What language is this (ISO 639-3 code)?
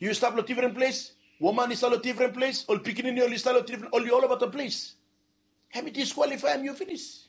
bis